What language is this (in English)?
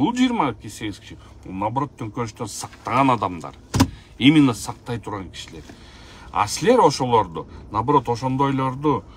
Kyrgyz